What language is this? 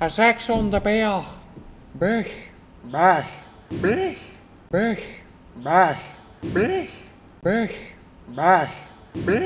Swiss German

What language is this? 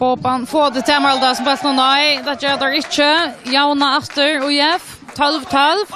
Faroese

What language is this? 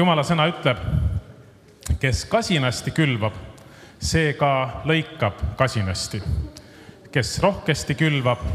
Estonian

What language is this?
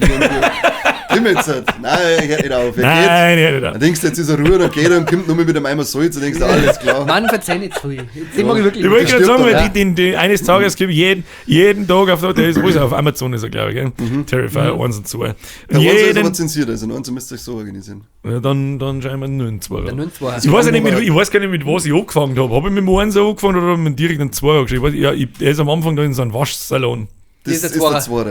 Bavarian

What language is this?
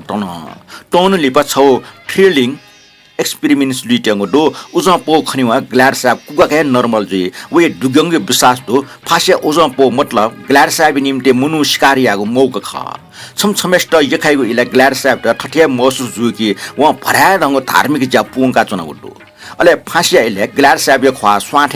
Newari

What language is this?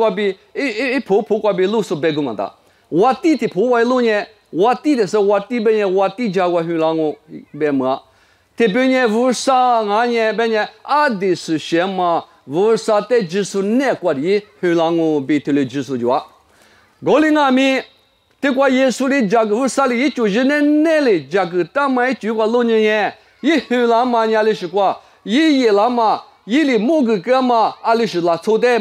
Lisu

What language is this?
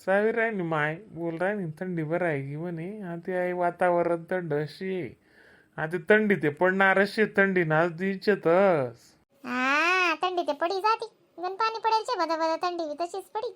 Khandesi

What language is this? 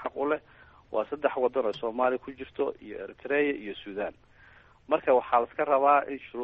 Somali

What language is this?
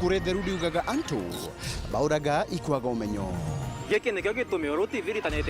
Meru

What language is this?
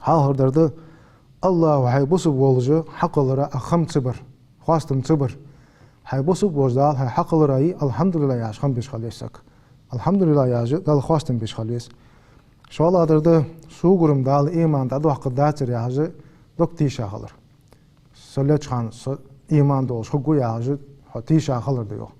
Ingush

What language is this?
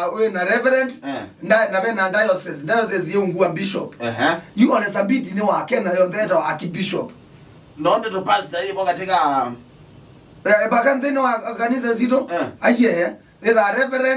Kamba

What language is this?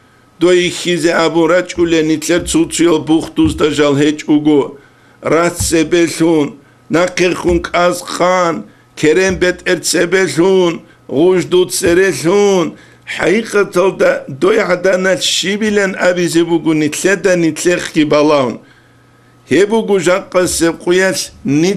Avaric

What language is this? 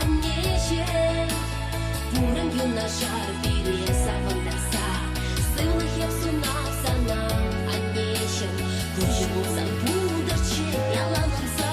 Chuvash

